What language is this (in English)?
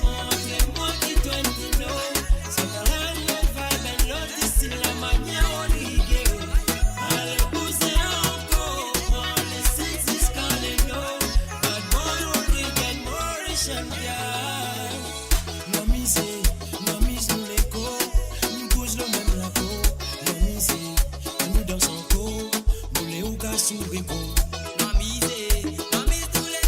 Morisyen